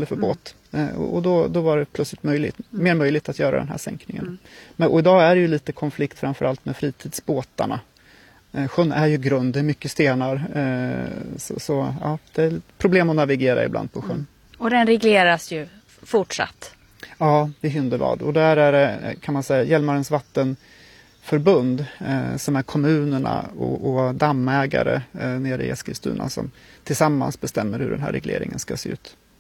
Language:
Swedish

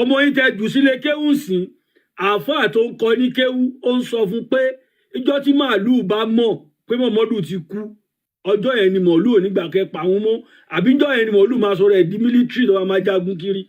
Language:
Yoruba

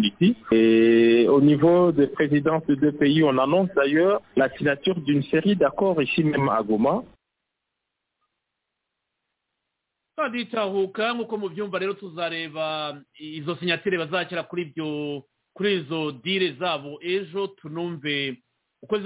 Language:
Kinyarwanda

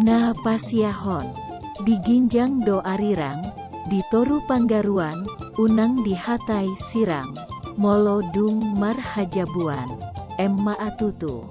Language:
Batak Toba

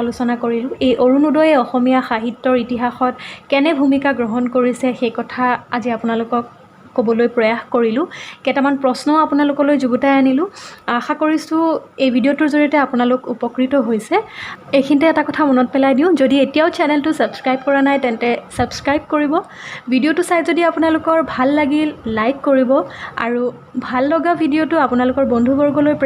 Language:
Assamese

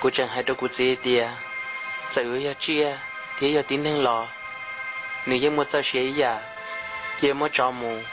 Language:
Hmong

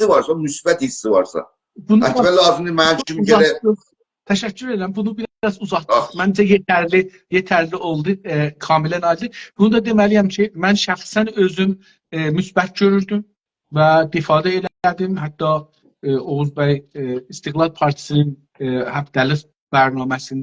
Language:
South Azerbaijani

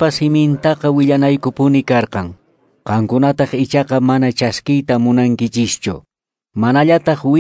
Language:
Quechua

